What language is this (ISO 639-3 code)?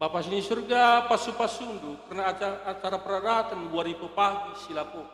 btx